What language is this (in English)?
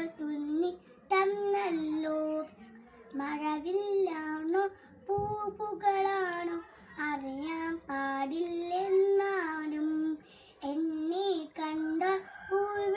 Malayalam